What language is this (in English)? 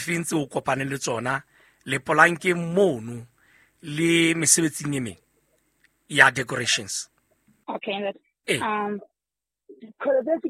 Southern Sotho